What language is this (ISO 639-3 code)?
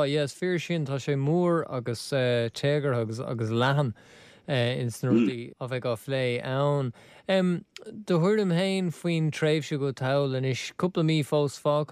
gle